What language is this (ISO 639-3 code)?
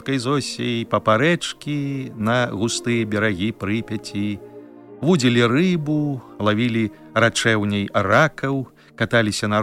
bel